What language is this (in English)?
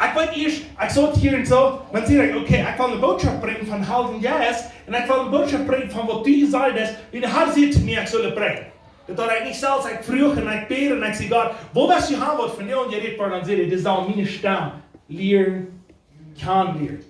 Plautdietsch